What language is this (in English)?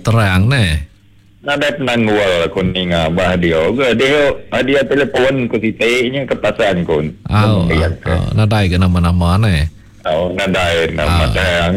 Iban